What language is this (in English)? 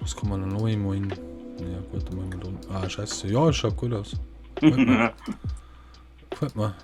Bavarian